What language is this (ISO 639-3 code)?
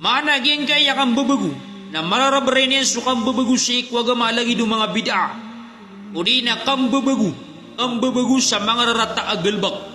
mrw